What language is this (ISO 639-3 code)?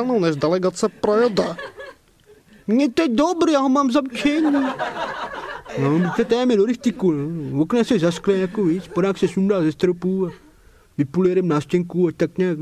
ces